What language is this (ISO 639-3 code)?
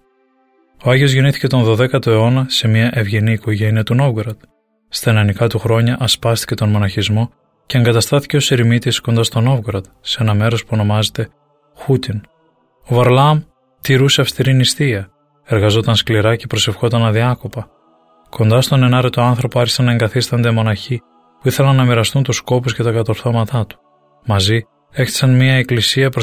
ell